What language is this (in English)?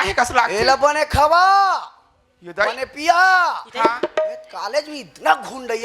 Chhattisgarhi